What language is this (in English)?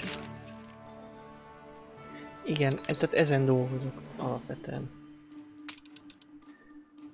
Hungarian